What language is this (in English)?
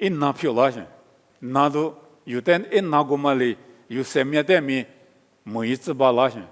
Lisu